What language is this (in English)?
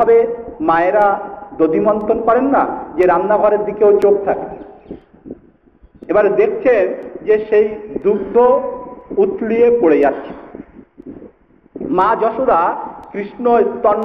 Bangla